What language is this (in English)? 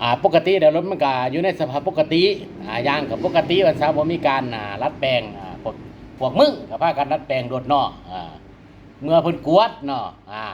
Lao